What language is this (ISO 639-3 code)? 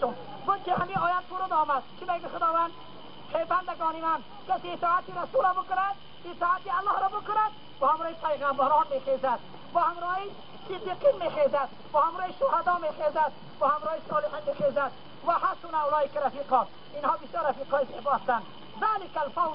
tgk